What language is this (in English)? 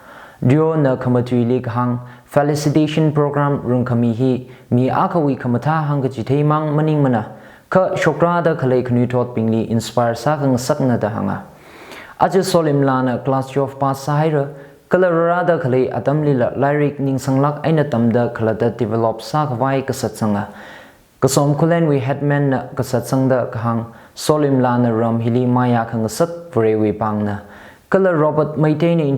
Tangkhul Naga (India)